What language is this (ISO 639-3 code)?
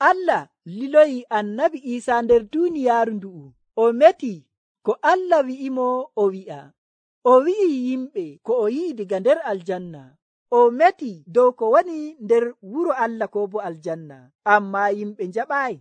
fuv